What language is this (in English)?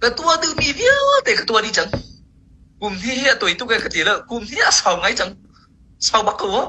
Hakha Chin